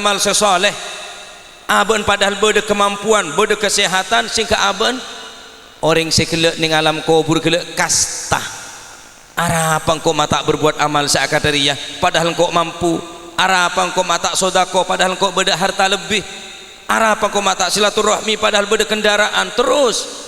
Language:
Madurese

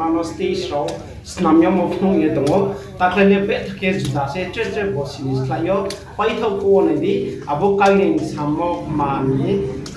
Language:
Riang (India)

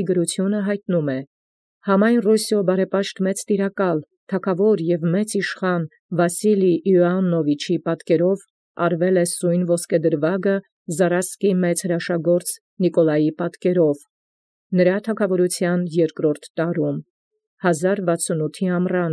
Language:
Armenian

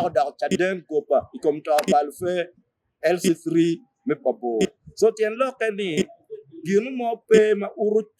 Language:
Acoli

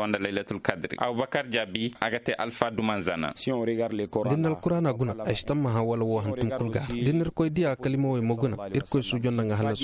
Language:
Zarma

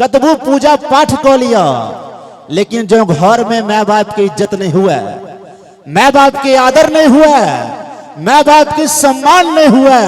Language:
Maithili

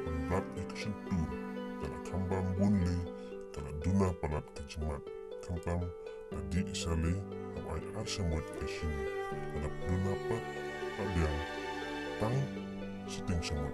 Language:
Khasi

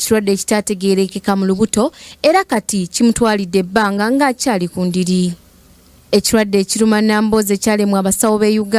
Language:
Ganda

